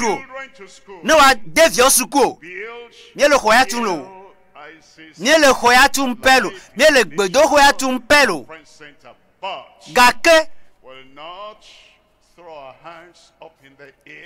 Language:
Ewe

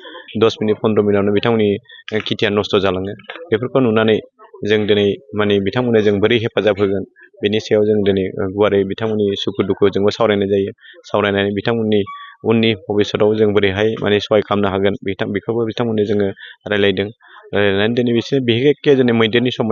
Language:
Bodo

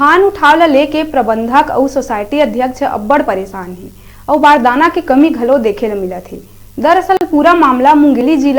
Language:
Chhattisgarhi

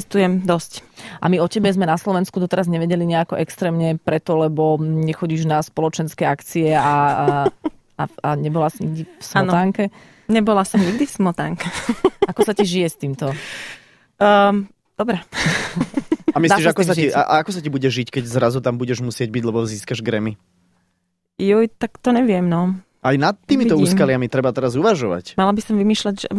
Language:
Slovak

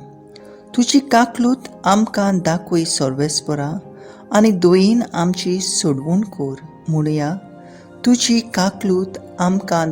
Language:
Konkani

